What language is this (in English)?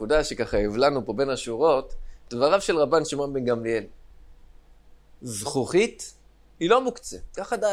Hebrew